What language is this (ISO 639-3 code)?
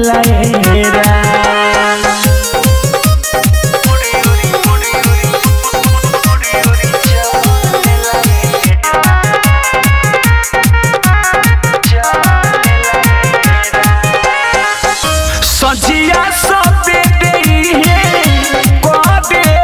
bho